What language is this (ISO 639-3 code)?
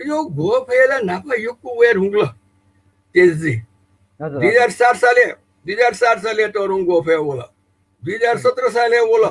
new